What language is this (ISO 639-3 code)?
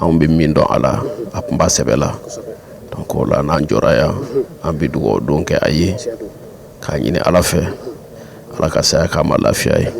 bam